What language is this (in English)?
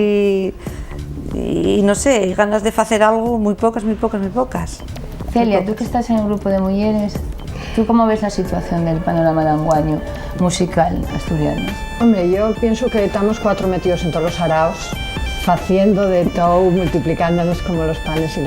Asturian